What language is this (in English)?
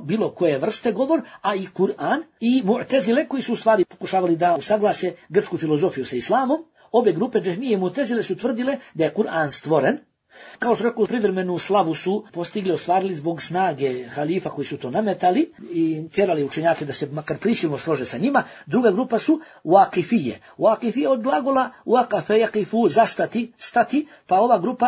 Bosnian